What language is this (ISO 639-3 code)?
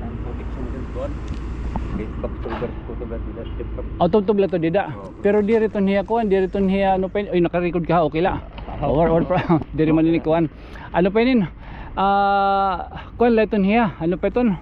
war